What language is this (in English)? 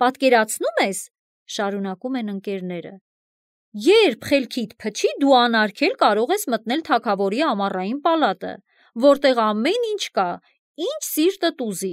Armenian